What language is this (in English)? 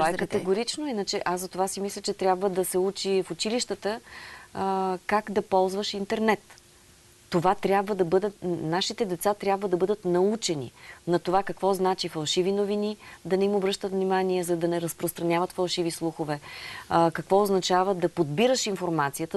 Bulgarian